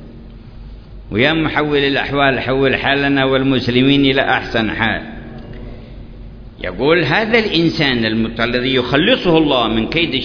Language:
Arabic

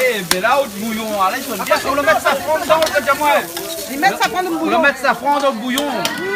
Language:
Réunion Creole French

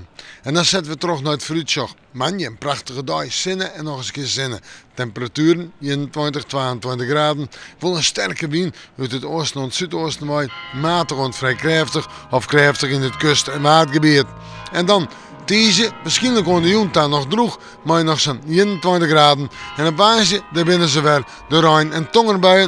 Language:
Western Frisian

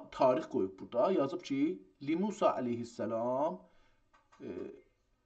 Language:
South Azerbaijani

